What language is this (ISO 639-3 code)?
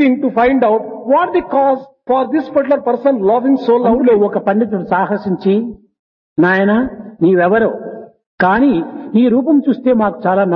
tel